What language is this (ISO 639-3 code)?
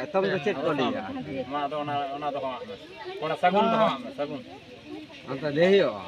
sat